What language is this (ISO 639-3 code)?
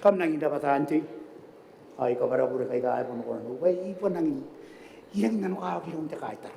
gil